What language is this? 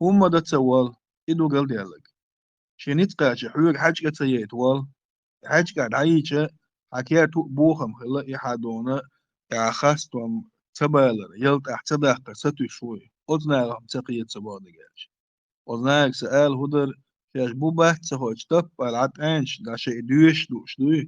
Chechen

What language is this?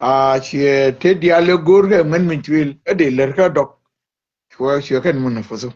Nuer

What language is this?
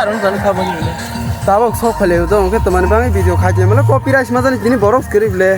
Kok Borok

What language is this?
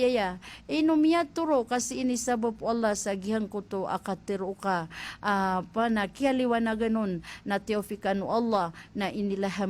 Maranao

